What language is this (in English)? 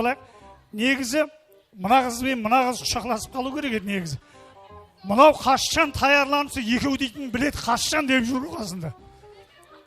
Kara-Kalpak